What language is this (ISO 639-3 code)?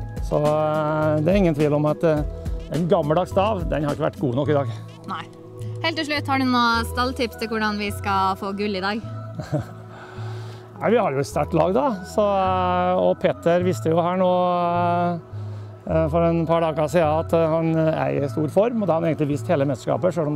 nor